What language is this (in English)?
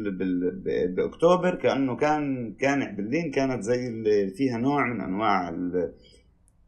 North Levantine Arabic